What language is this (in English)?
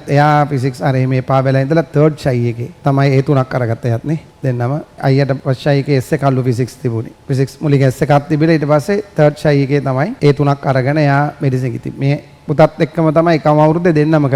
Sinhala